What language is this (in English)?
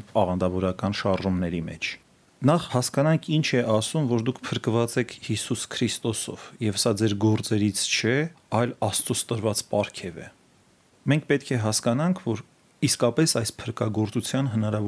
Armenian